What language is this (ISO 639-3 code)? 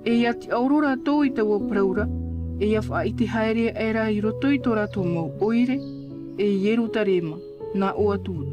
tah